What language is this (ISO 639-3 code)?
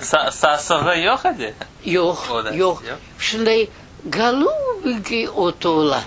crh